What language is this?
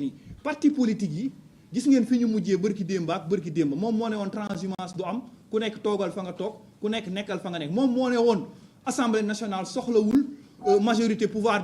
Wolof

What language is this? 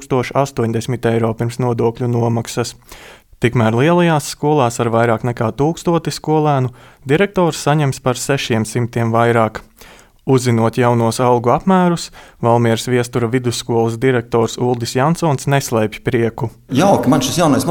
Latvian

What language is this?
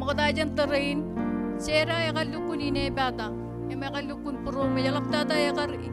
Marshallese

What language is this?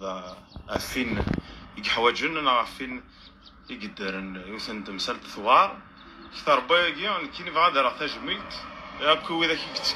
Kabyle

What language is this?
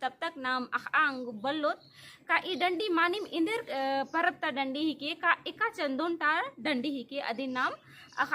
Kurukh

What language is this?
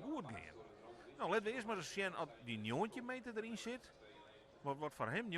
Western Frisian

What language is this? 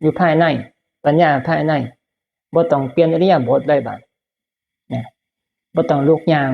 Northeastern Thai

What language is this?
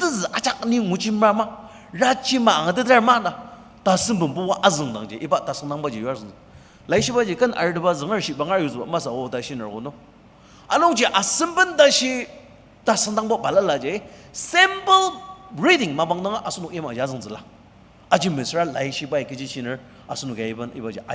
Ao Naga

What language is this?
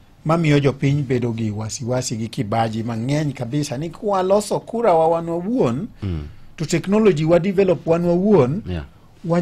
Luo (Kenya and Tanzania)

